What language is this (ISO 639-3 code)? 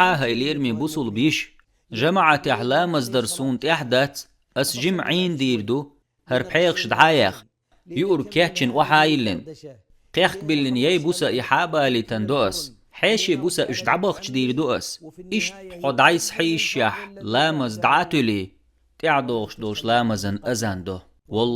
che